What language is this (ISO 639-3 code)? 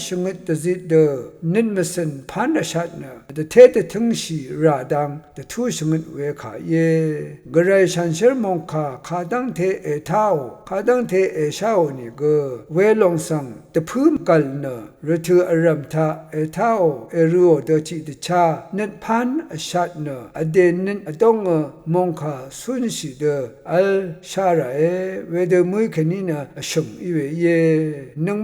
raw